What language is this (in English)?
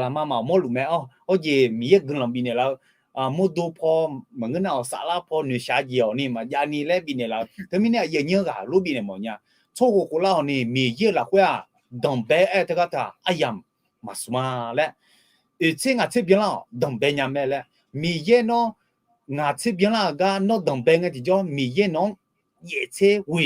Akha